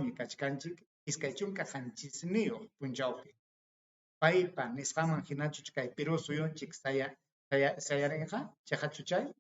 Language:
Ayacucho Quechua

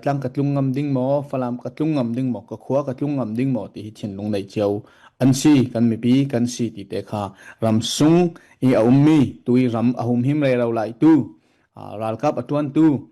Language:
Falam Chin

